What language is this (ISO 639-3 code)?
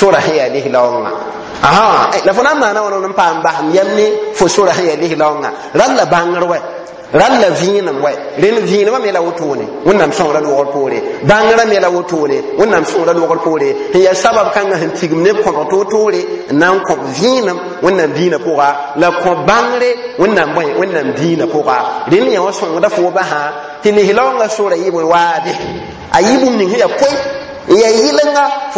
mos